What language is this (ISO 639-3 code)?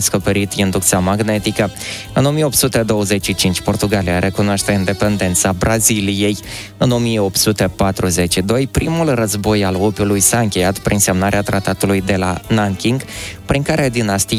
ron